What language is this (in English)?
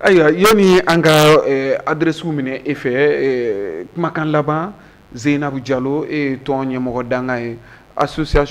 Bambara